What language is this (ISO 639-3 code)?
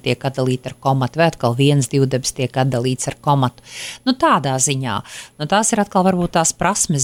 lav